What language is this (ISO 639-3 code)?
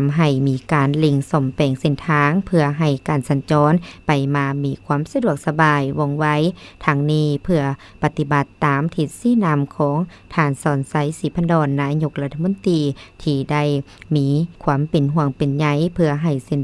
lao